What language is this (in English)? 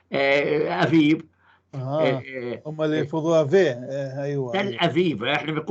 North Levantine Arabic